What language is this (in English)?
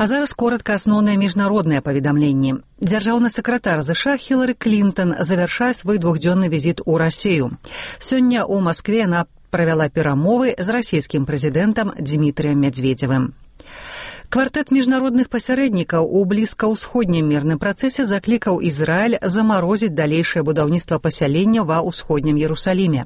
Belarusian